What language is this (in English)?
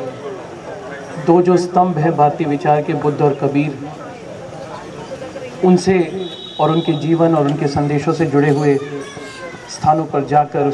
Hindi